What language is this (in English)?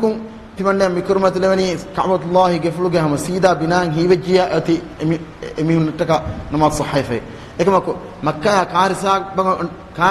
Divehi